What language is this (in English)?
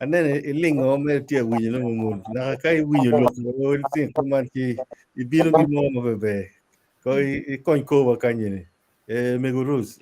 Acoli